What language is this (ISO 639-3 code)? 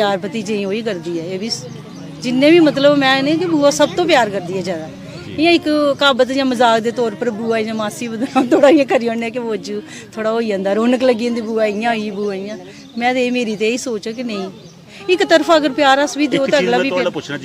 doi